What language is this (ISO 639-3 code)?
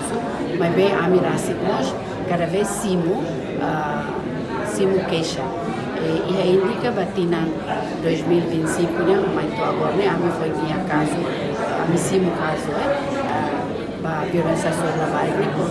tet